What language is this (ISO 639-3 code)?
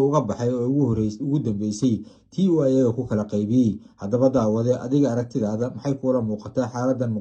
som